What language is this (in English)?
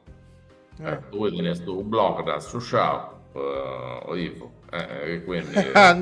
Sardinian